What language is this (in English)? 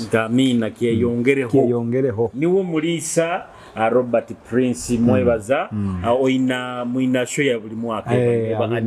Nyoro